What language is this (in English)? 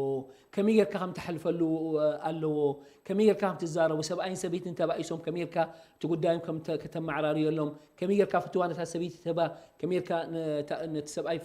Tigrinya